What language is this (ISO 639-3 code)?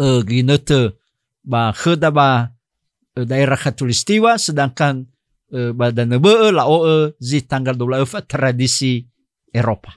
nia